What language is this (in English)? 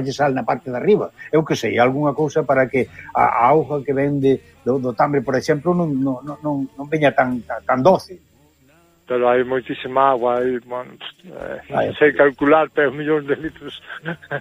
Galician